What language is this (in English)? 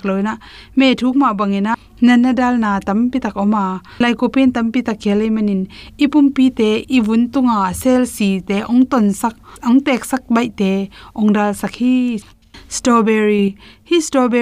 Tedim Chin